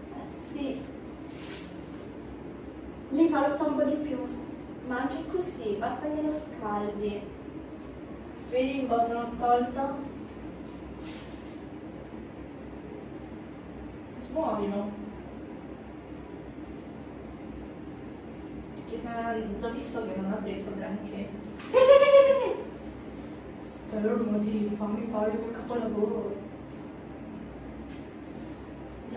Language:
Italian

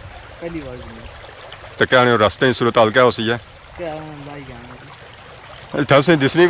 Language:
Pahari-Potwari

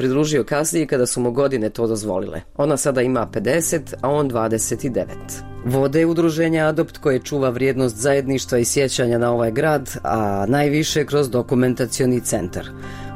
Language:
Bosnian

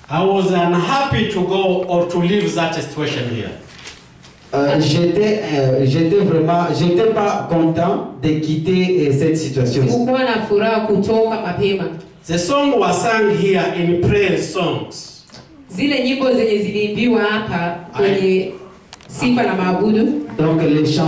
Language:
Swahili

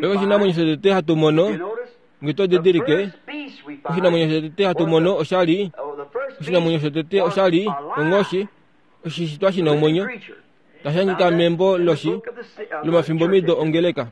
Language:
Kuanyama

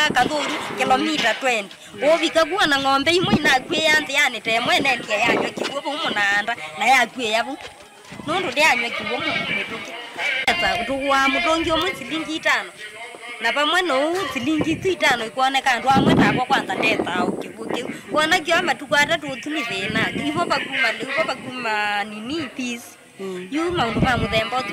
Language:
Kamba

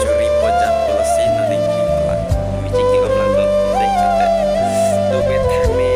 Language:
Karbi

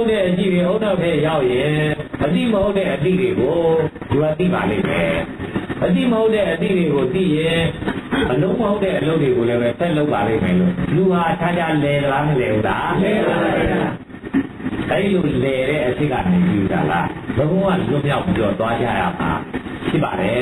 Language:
Burmese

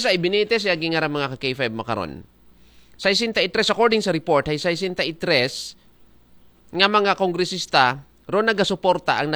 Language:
Aklanon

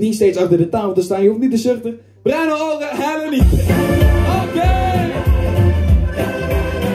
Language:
Dutch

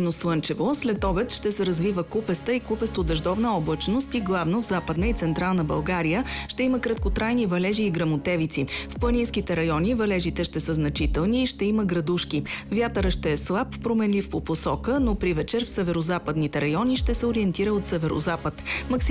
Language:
Bulgarian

